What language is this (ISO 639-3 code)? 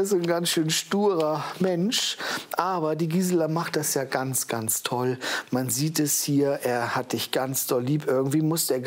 deu